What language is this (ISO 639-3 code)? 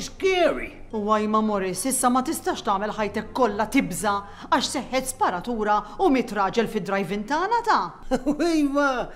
mlt